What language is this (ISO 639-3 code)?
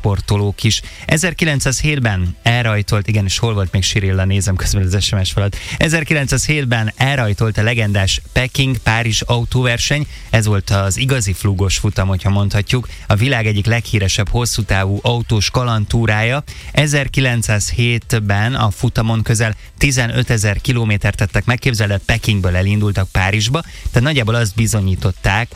hun